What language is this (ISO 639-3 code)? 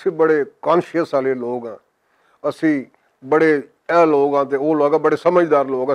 lah